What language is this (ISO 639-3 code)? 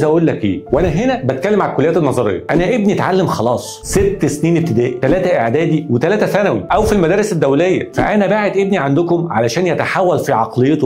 arz